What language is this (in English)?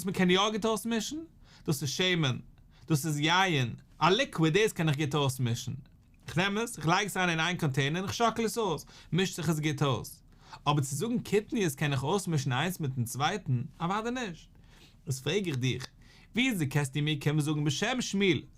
Yiddish